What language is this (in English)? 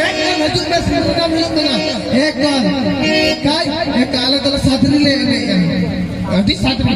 Santali